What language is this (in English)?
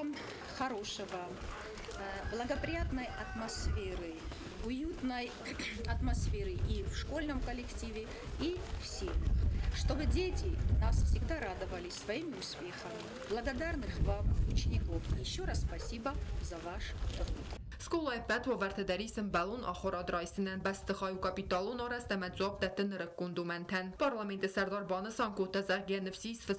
Ossetic